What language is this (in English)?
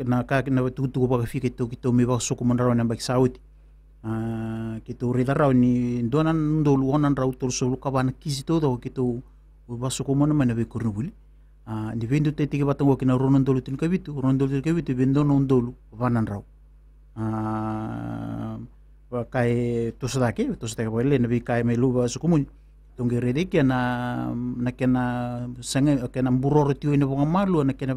Fijian